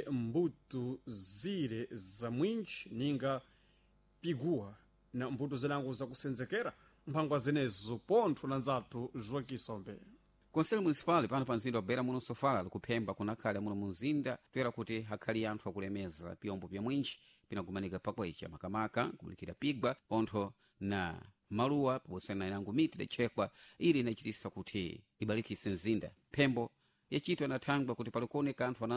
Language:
Sena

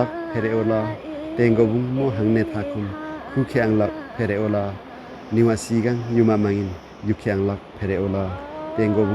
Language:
Limbu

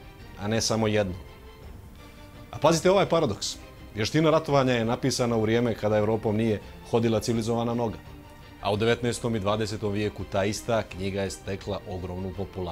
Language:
Bosnian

